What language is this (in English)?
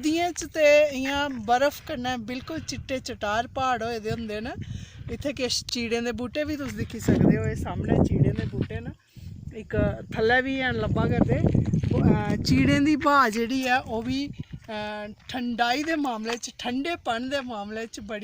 Dogri